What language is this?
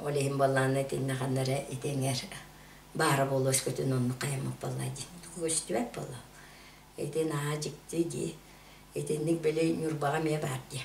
Yakut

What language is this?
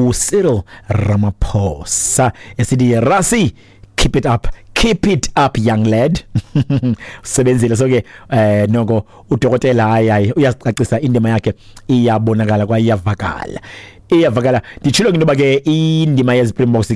Xhosa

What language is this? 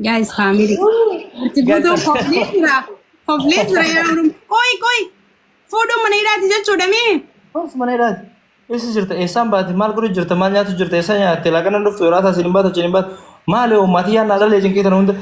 Oromo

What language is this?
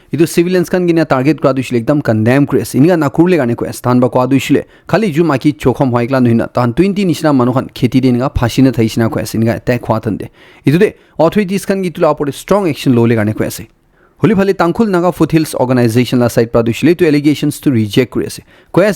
Naga Pidgin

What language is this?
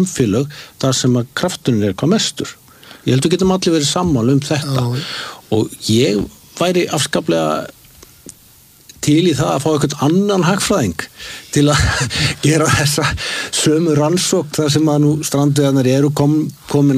Icelandic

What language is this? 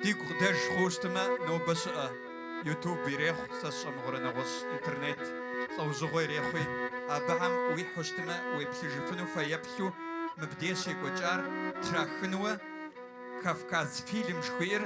Kabardian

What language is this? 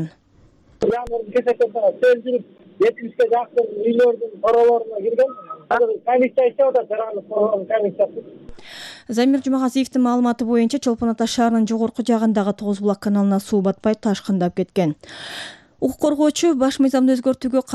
Kyrgyz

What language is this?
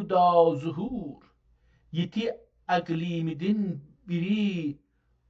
South Azerbaijani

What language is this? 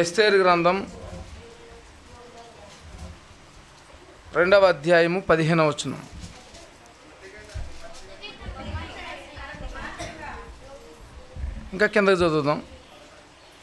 Telugu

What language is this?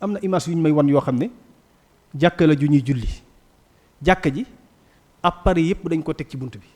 Wolof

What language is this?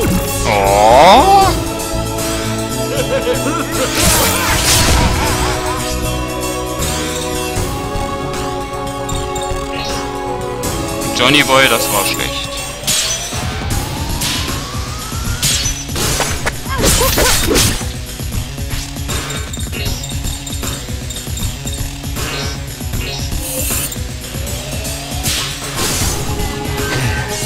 German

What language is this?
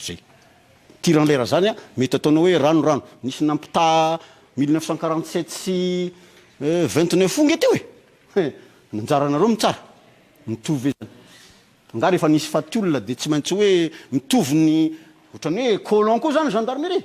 Malagasy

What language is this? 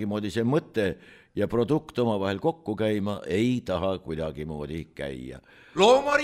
Estonian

